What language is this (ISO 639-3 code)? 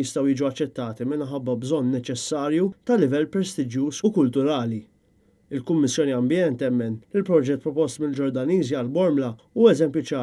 mlt